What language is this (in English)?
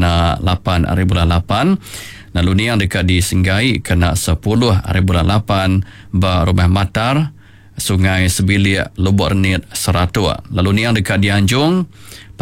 Iban